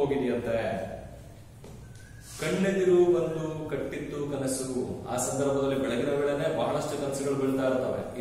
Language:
Kannada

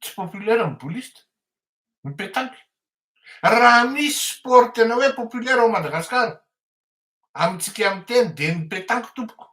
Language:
Malagasy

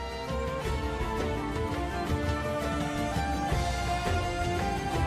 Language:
Serbian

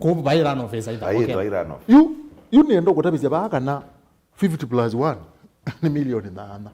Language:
Kamba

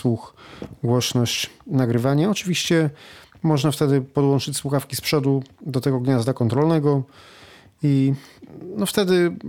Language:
Polish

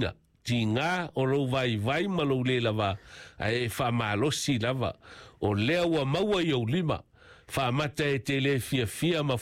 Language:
Samoan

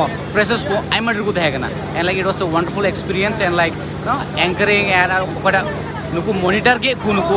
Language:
Santali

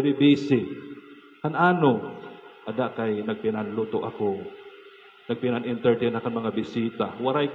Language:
Waray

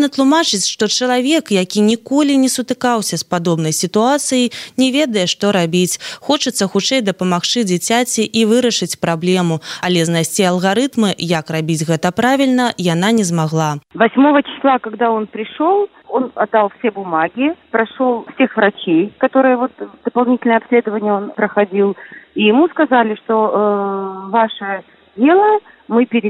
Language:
Belarusian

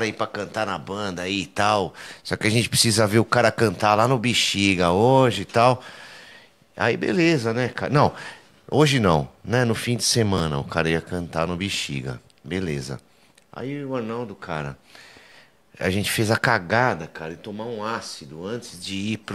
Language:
Portuguese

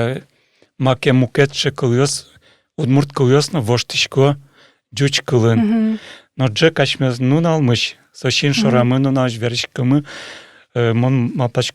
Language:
Udmurt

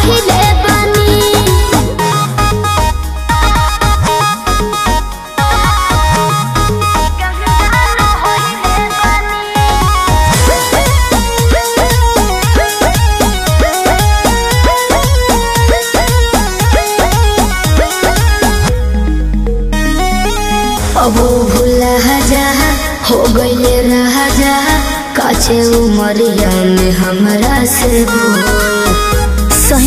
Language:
Bhojpuri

